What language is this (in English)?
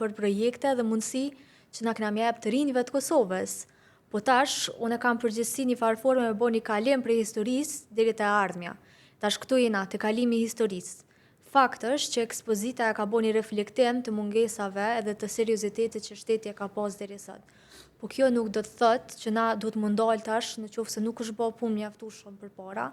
Albanian